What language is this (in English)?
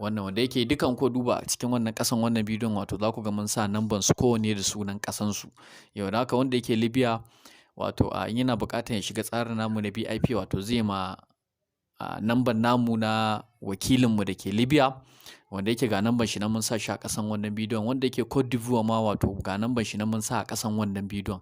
Hausa